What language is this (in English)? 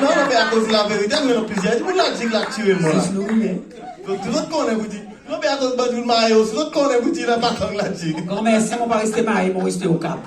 Seselwa Creole French